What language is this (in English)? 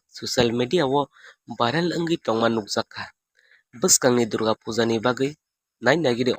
Kok Borok